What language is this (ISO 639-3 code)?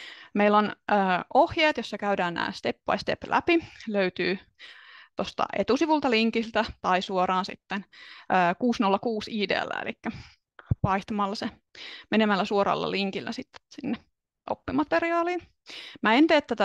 fin